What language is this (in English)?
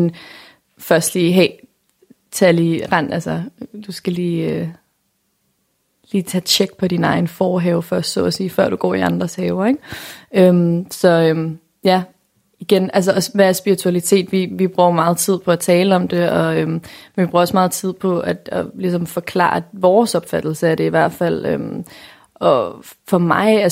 Danish